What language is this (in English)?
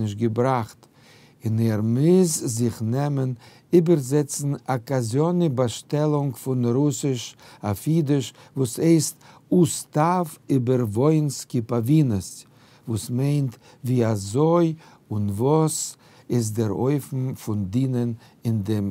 Yiddish